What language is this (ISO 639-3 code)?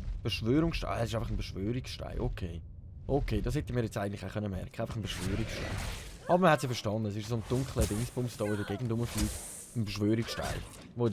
gsw